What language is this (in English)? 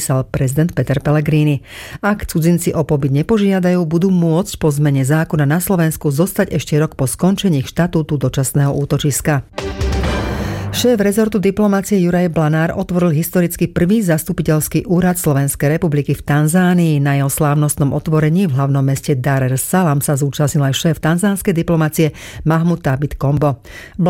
Slovak